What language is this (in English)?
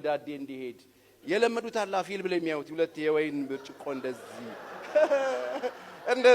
Amharic